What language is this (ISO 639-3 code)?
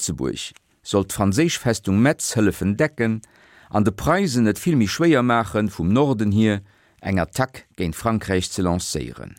ltz